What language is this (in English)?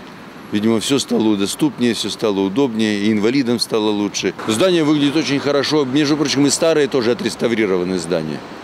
Russian